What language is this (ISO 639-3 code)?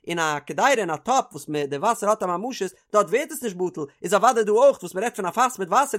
yid